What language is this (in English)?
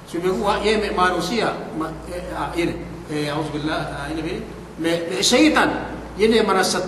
Yakan